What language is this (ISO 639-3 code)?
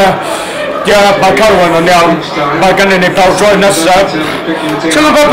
cym